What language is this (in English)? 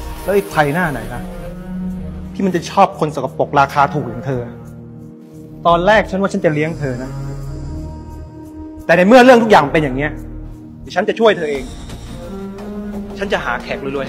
Thai